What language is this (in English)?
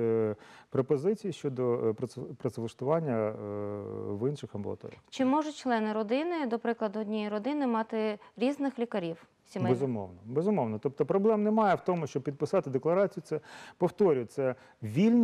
Ukrainian